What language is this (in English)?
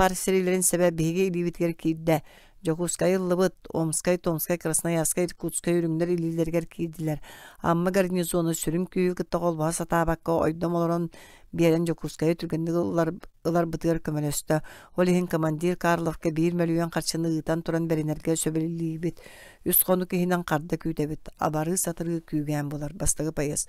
Yakut